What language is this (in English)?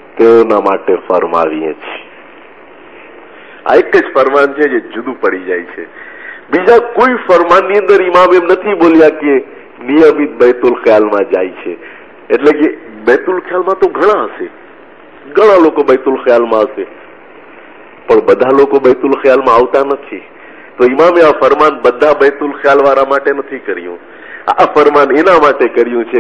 Gujarati